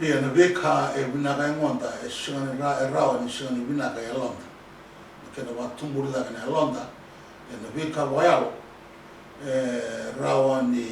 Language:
Fijian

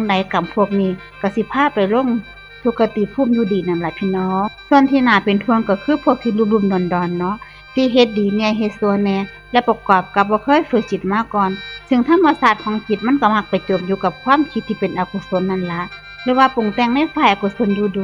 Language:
Northeastern Thai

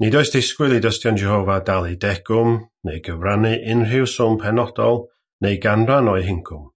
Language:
Welsh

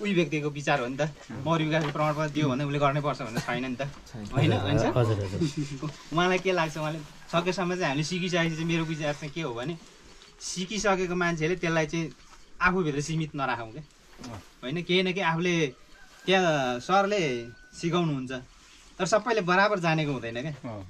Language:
Nepali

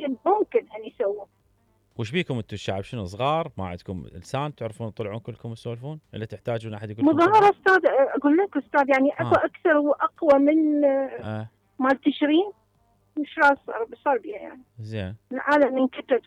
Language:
Mesopotamian Arabic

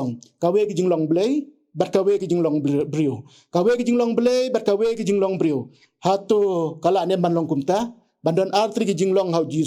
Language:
Khasi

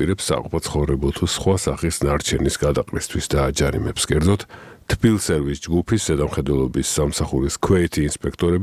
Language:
Georgian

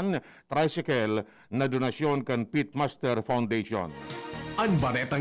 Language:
Bikol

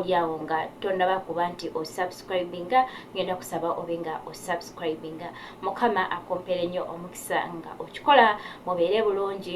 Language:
Ganda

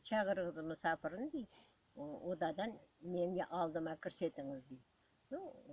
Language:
Crimean Tatar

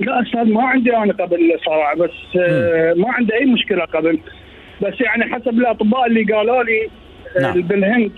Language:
Mesopotamian Arabic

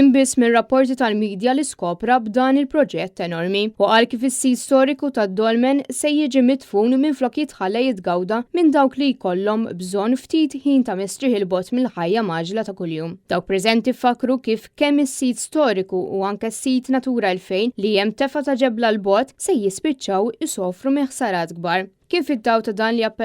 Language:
Maltese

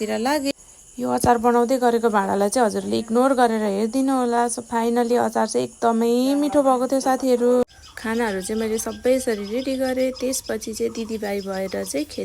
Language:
Nepali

